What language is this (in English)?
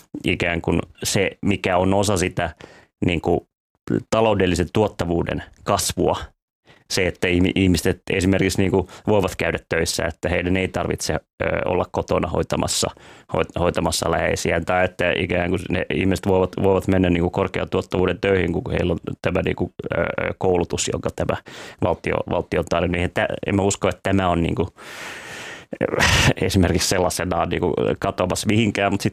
Finnish